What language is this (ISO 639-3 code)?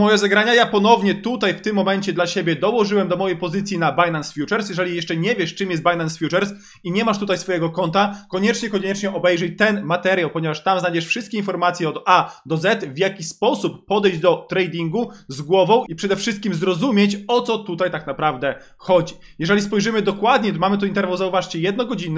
pol